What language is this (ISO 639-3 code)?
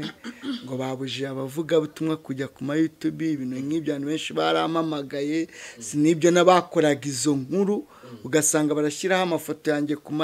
kin